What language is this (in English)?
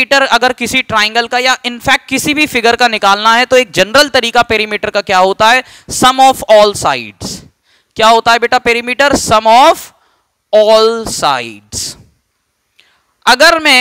Hindi